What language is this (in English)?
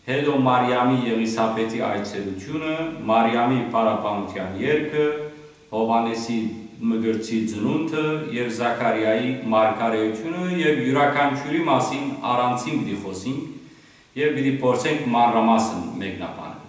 Western Armenian